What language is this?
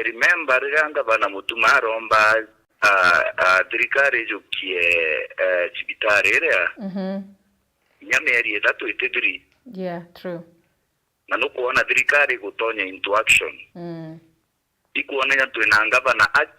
Meru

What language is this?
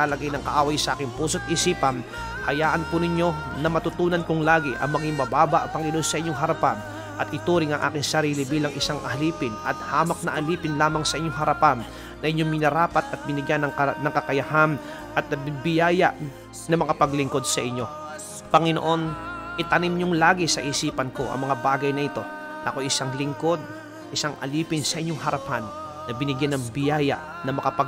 Filipino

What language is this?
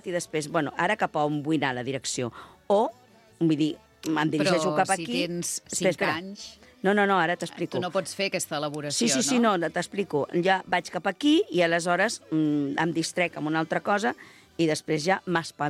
Catalan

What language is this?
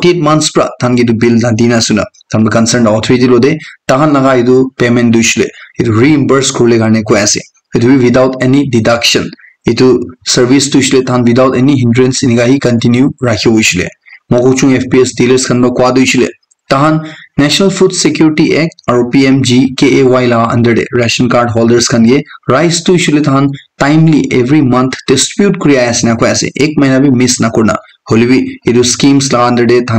Naga Pidgin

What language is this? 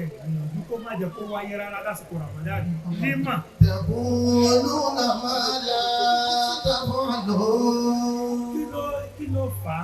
Yoruba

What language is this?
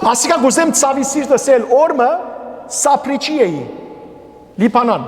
Western Armenian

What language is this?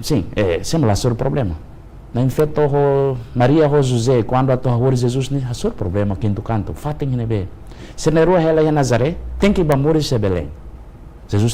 Tetum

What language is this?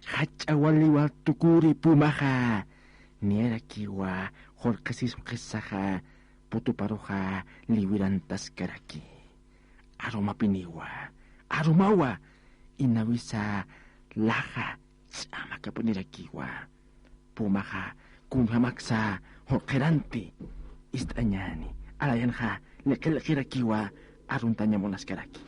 Aymara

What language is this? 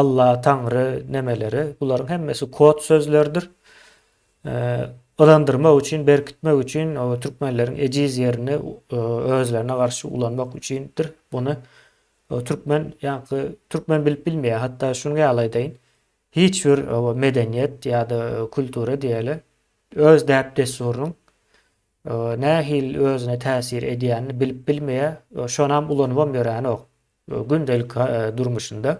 Turkmen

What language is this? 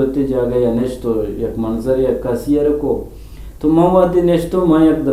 Eastern Balochi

